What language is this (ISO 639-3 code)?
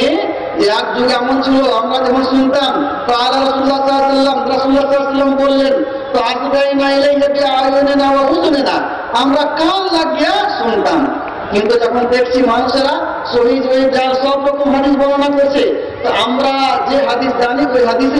ben